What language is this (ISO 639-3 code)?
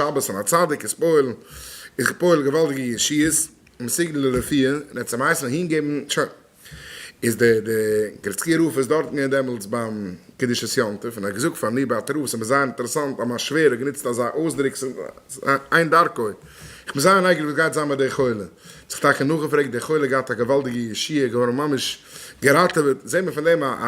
yid